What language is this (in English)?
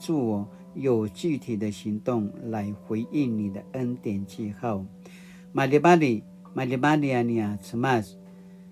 Paiwan